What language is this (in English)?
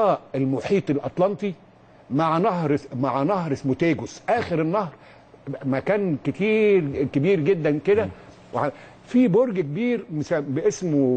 Egyptian Arabic